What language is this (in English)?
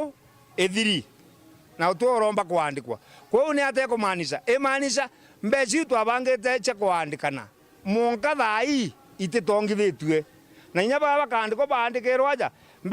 Meru